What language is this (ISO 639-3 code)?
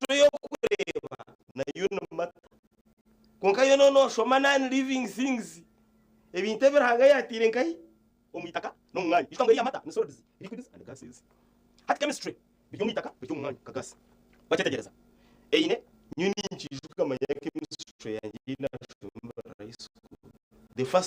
nyn